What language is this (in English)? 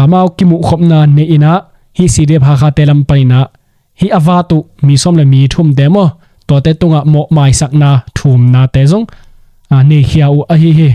Tedim Chin